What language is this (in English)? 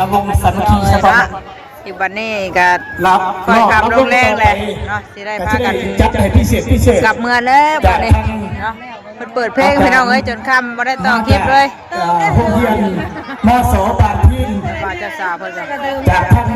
Northeastern Thai